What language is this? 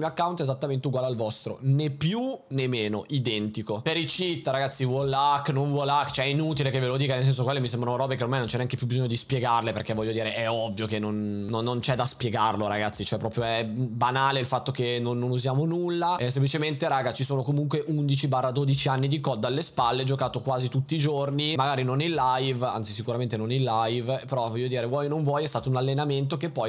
Italian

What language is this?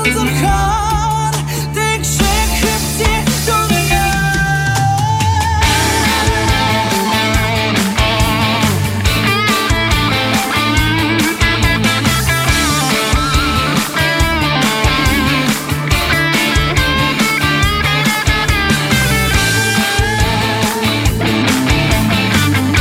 Buriat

